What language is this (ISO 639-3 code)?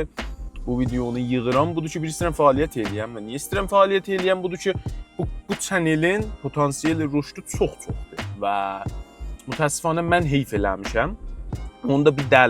azb